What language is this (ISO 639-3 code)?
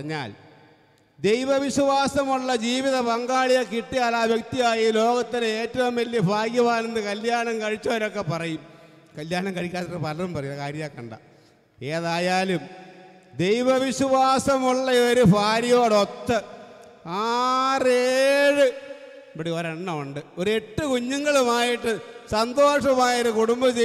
mal